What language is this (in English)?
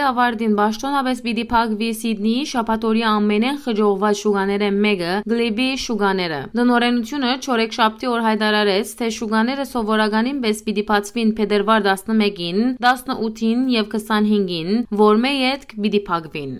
Western Armenian